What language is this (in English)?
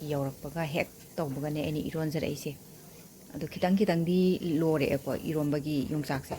Manipuri